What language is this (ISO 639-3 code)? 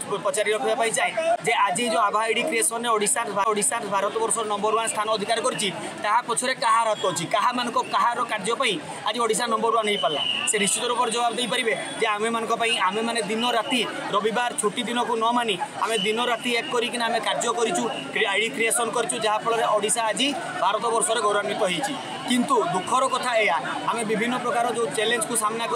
ori